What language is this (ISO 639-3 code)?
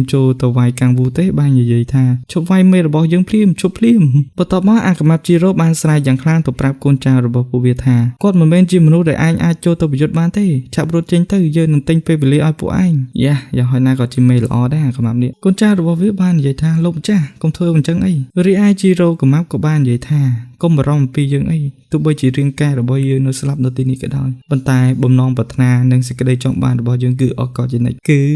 khm